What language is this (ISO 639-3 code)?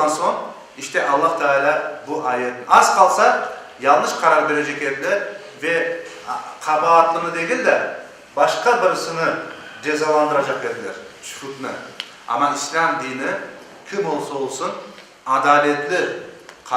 crh